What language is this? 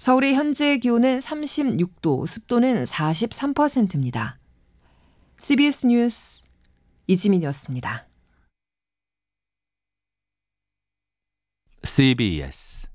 Korean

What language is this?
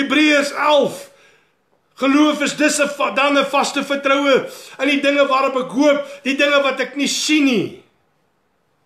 Afrikaans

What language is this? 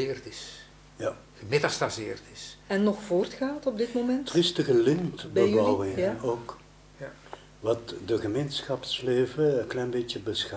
Dutch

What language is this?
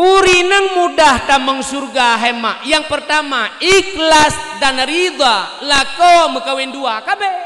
Achinese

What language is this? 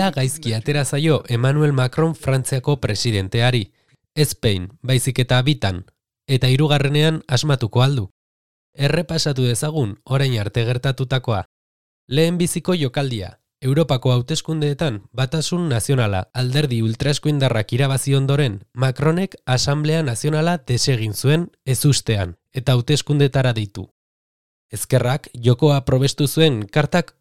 Basque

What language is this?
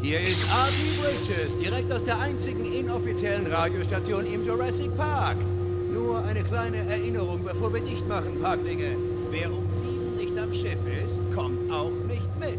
Bavarian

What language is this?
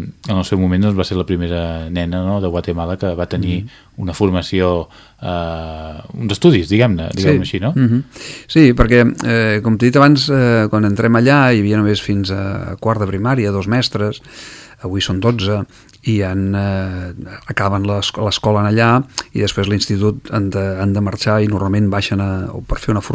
Catalan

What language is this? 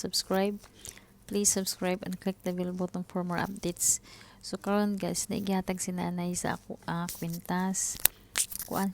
Cebuano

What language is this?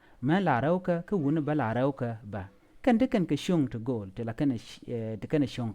Nuer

